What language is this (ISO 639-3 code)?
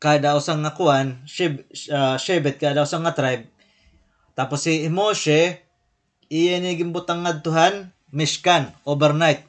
war